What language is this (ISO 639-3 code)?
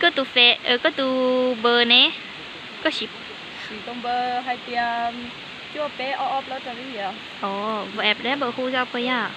hmn